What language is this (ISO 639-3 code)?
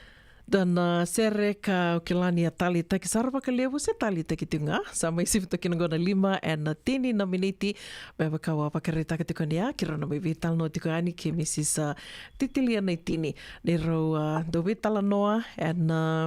fij